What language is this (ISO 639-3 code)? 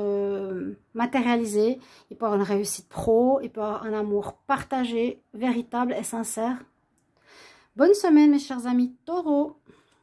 fra